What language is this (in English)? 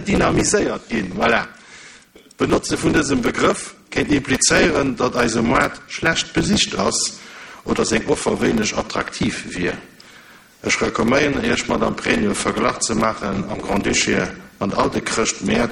Luxembourgish